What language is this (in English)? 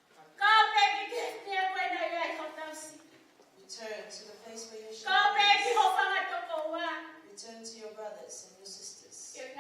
Tongan